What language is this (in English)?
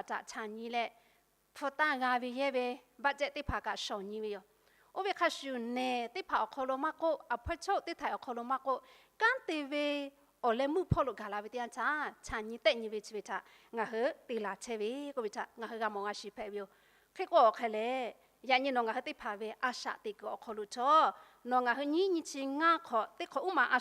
Lahu